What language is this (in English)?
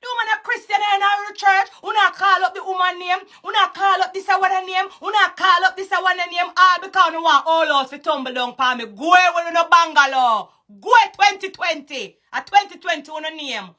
Jamaican Creole English